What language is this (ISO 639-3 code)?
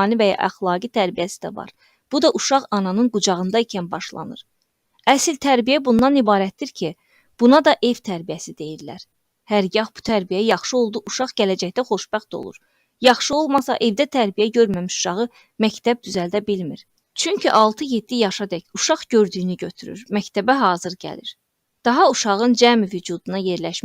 aze